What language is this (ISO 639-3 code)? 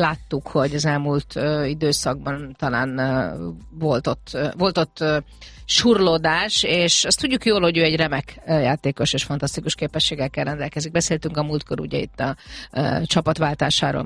hun